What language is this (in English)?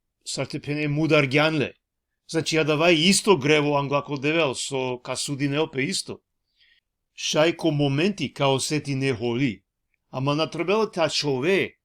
Balkan Romani